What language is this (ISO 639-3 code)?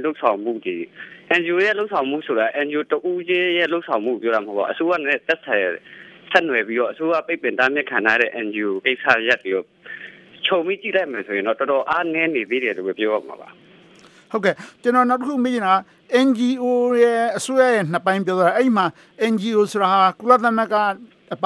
mya